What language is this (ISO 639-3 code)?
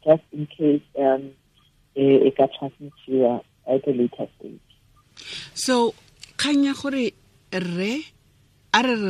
tsn